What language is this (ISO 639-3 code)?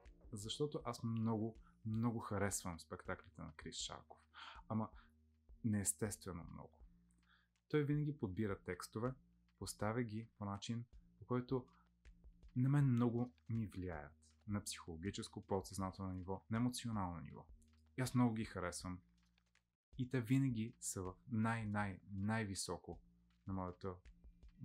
bul